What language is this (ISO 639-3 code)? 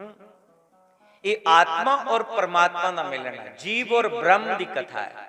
doi